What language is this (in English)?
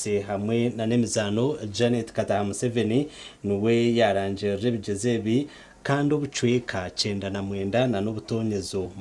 Nyankole